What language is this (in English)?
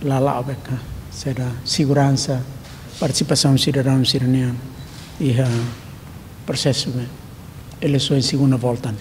Tetum